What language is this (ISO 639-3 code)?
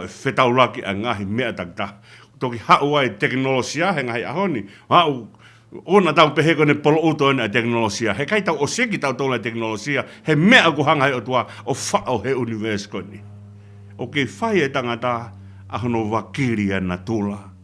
ton